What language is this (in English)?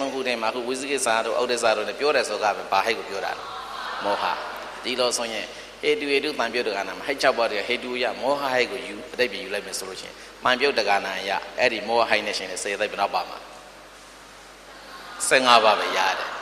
Burmese